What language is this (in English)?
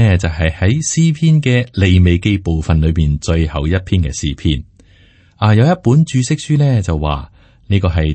Cantonese